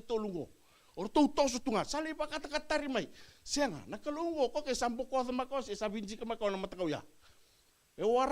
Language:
Fijian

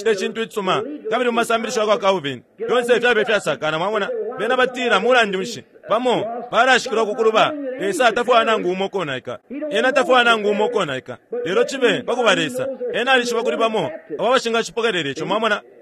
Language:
Bemba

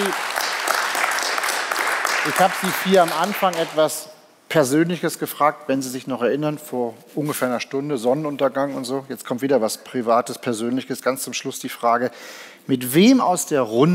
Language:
German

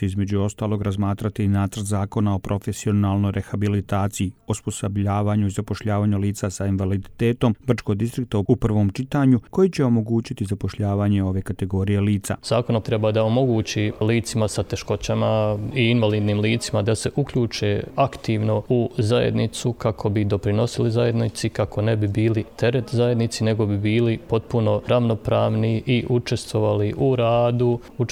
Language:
Croatian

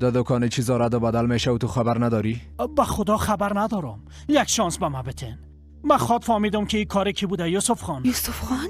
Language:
Persian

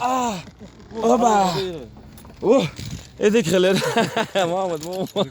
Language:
Chechen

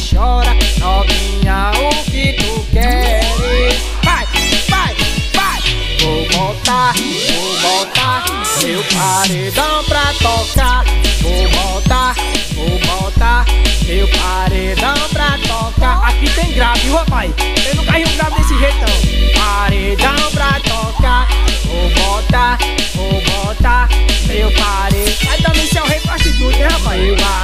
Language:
Portuguese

